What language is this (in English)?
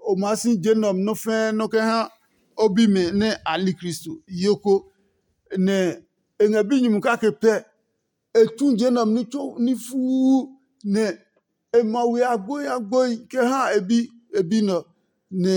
Adangme